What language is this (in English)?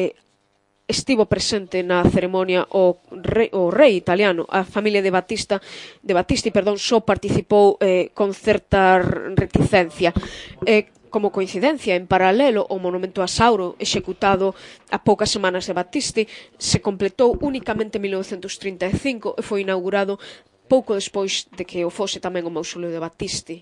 Galician